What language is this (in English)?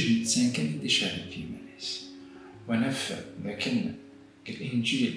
Kabyle